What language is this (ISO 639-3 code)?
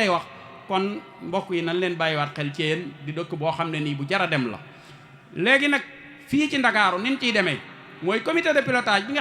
wol